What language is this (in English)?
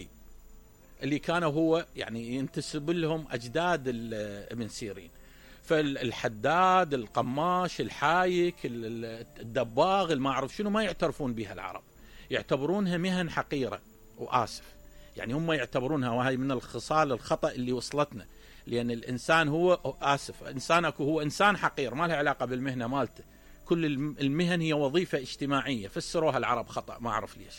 Mesopotamian Arabic